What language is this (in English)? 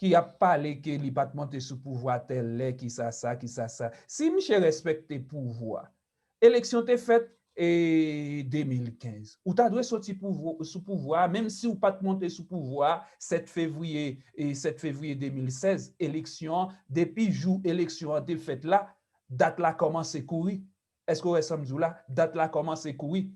Haitian Creole